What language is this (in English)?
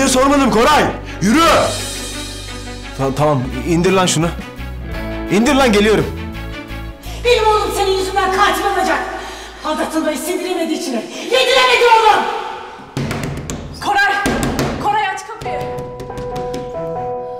Turkish